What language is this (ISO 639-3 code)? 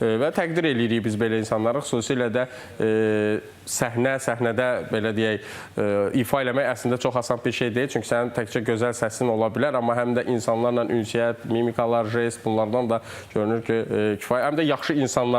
aze